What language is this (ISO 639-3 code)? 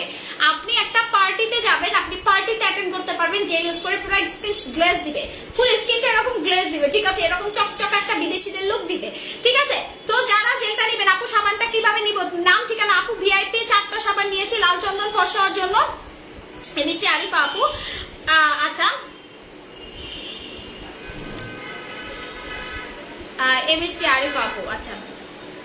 ben